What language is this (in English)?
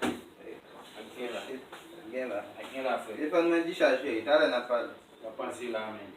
Haitian Creole